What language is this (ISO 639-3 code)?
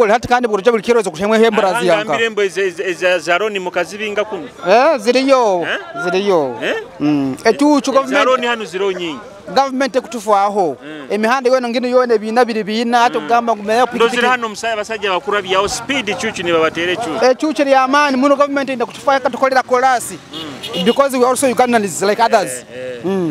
nyo